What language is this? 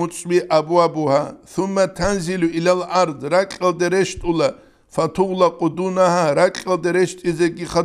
Avaric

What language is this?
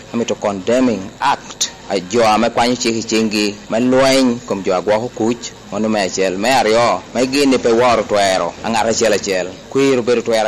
Lango (Uganda)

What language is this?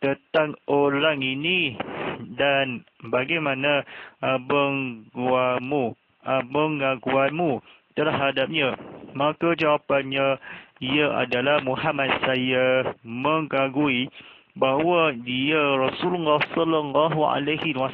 Malay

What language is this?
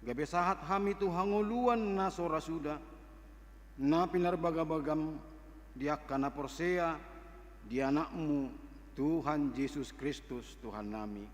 Batak Toba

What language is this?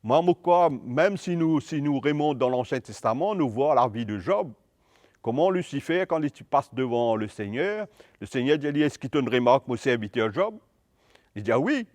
Morisyen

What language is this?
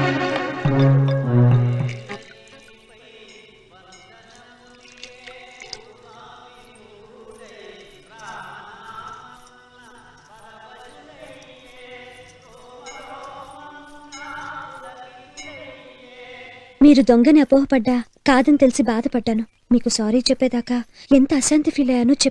Telugu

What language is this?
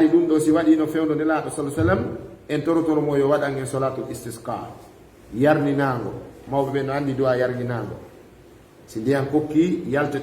Fula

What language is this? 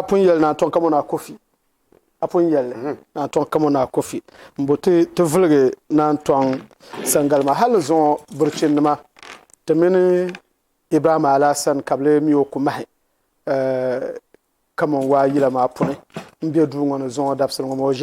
Dagbani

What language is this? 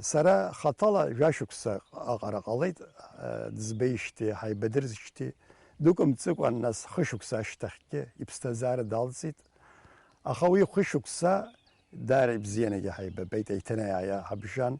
Abkhazian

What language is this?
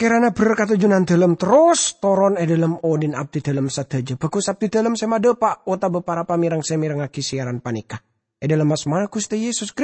Madurese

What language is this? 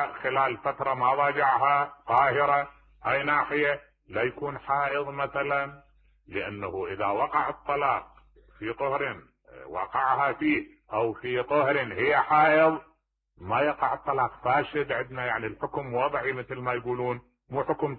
Mesopotamian Arabic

